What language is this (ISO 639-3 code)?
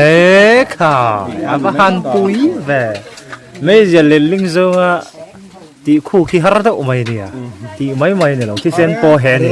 lus